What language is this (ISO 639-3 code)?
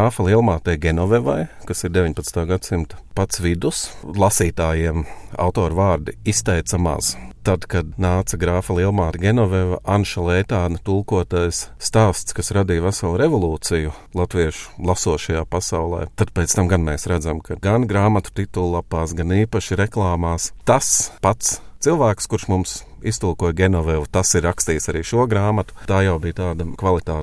lav